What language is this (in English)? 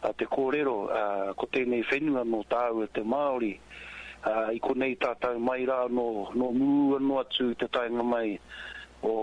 Māori